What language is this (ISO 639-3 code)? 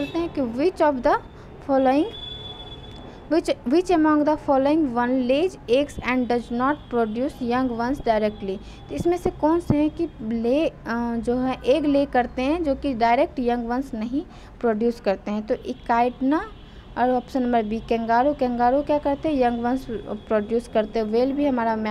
hin